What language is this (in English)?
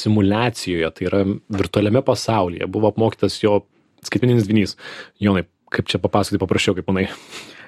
Lithuanian